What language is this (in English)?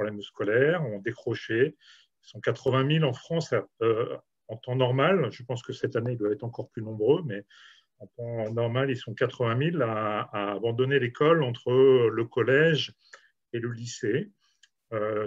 French